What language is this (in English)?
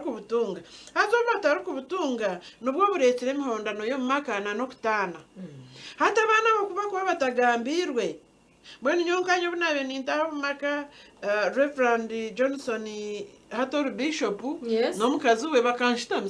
Nyankole